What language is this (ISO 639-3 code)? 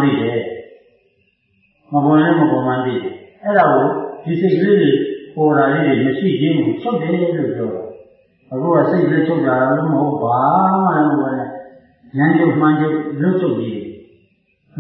mya